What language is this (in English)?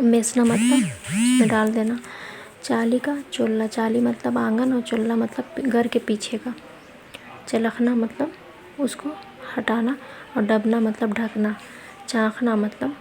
Kurukh